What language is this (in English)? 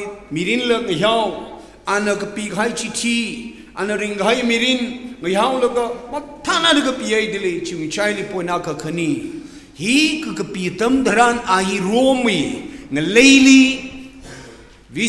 Tangkhul Naga (India)